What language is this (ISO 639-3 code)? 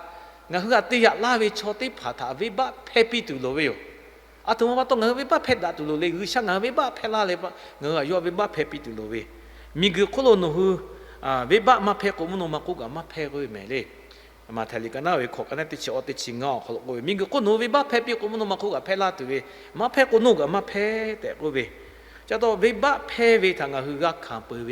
lhu